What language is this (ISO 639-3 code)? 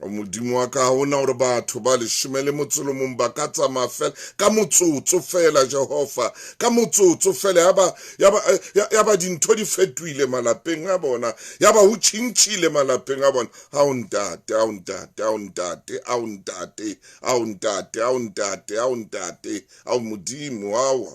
sot